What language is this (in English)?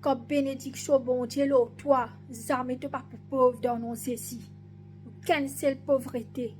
Morisyen